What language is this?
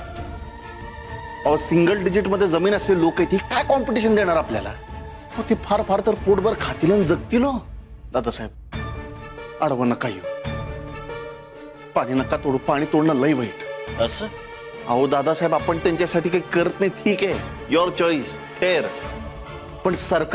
Marathi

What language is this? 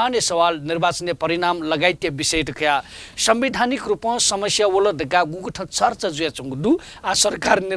Newari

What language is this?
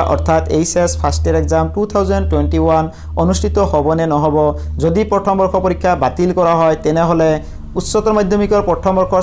Assamese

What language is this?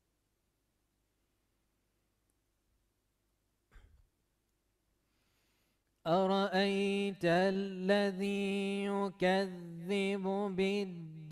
Arabic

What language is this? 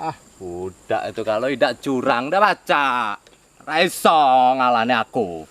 Musi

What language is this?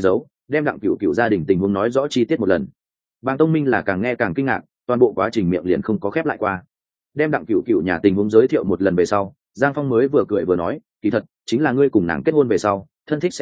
Vietnamese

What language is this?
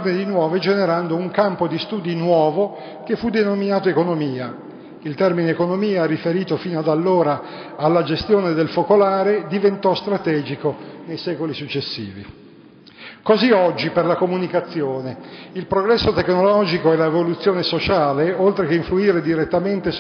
Italian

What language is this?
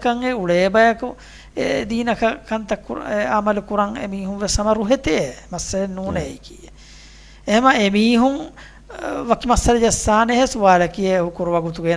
Divehi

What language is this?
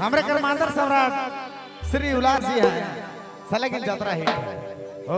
Sadri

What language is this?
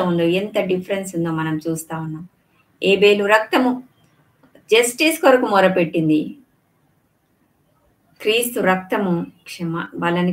Telugu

